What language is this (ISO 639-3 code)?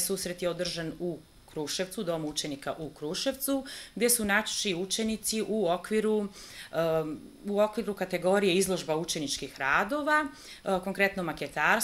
srp